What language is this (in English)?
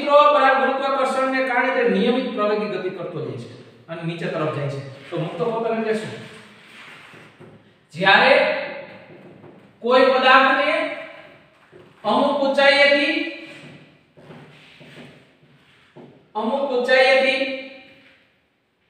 Gujarati